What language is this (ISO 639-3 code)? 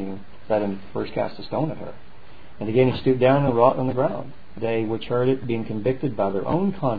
eng